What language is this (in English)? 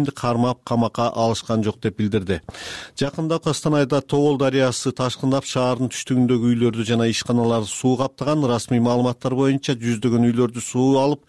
Kyrgyz